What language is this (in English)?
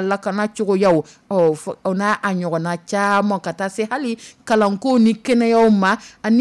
Dyula